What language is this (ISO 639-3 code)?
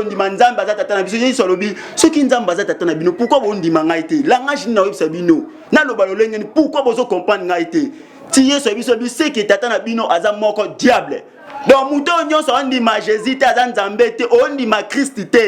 lin